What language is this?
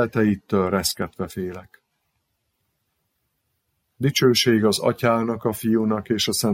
Hungarian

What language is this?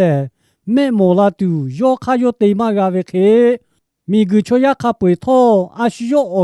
Lahu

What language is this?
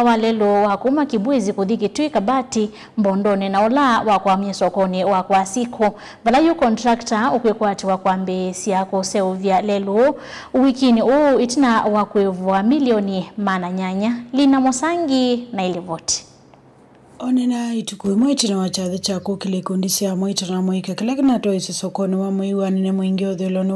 Kamba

